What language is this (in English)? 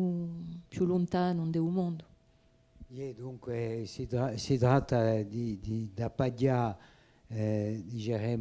Corsican